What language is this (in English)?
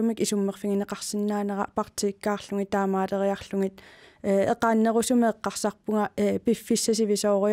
Kalaallisut